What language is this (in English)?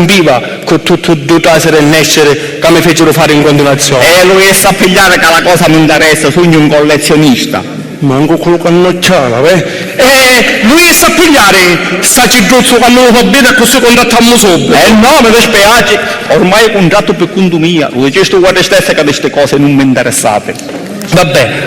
Sicilian